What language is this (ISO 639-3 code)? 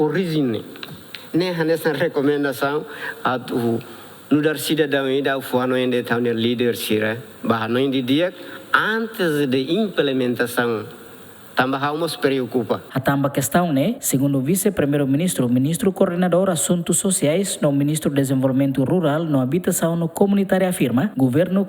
tet